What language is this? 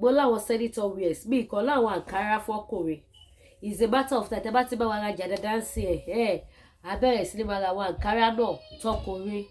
Yoruba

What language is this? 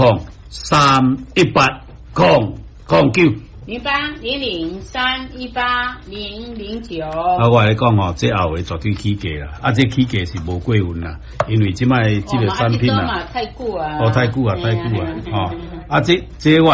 Min Nan Chinese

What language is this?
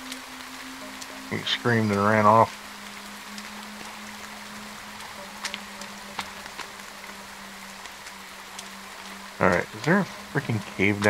English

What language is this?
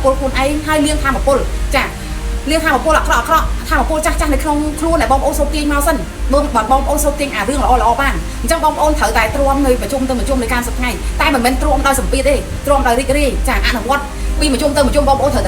Khmer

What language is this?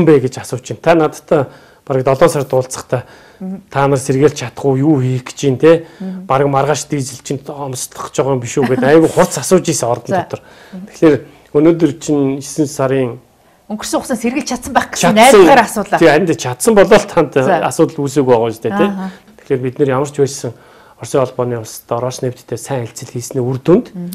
Mongolian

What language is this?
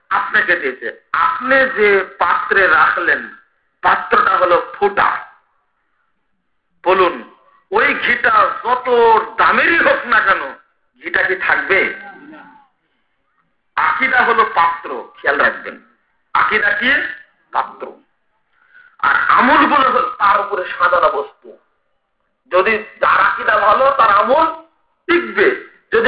Bangla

